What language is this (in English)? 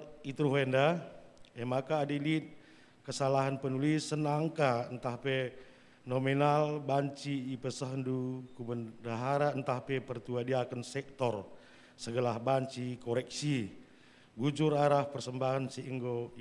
Batak Karo